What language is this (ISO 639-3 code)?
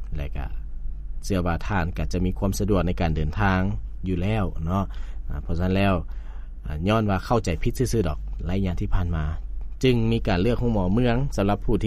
lao